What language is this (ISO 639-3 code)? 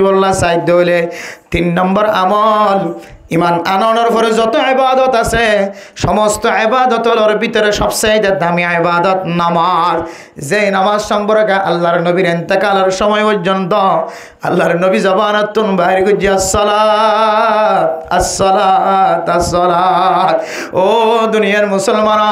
rhg